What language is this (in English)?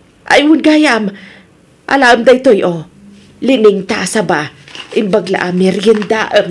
Iloko